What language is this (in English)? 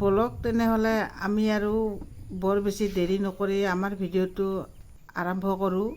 Assamese